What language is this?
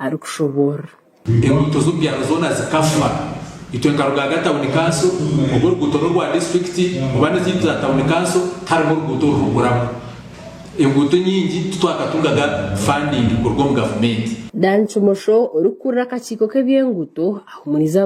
Nyankole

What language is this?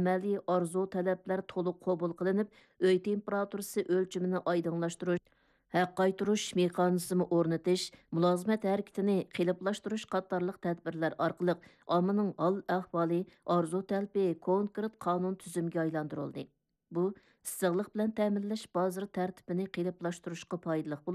Uyghur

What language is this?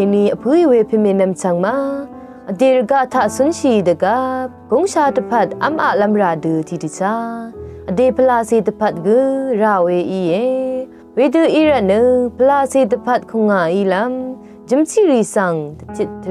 Rawang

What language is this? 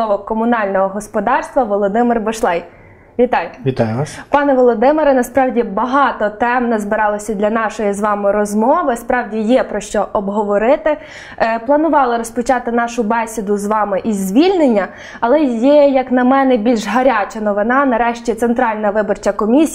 Ukrainian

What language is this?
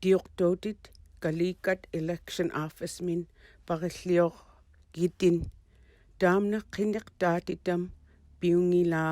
Inupiaq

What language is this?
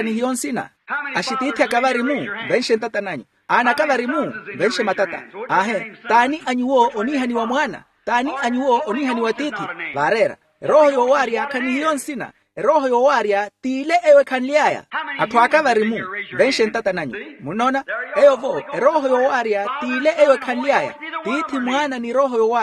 Makhuwa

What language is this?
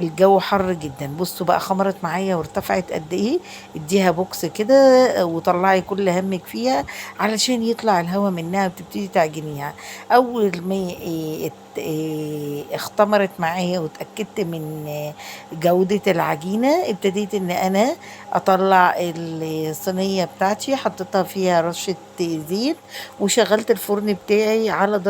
Egyptian Arabic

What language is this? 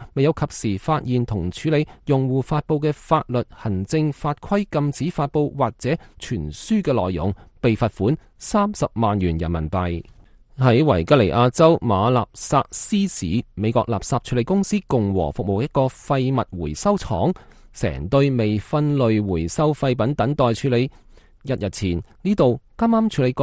Cantonese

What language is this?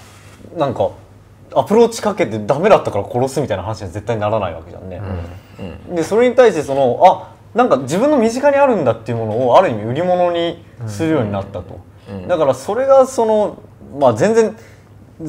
Japanese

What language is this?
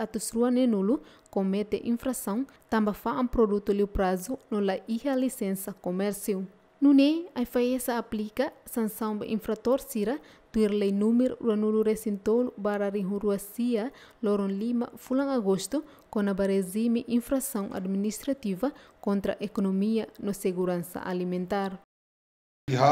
Tetum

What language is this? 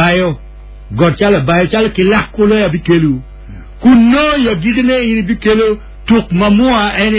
Acoli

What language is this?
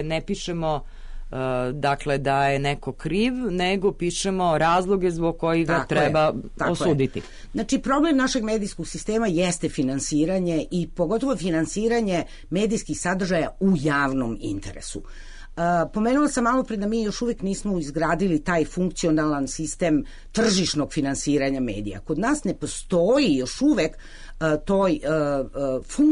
Serbian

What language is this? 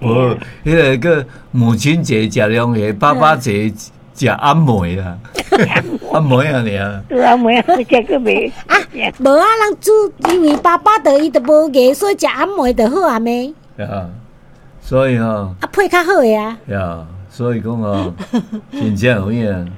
Min Nan Chinese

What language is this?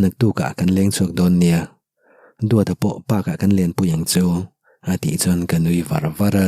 Mizo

